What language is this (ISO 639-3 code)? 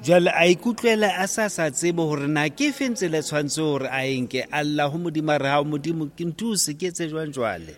sot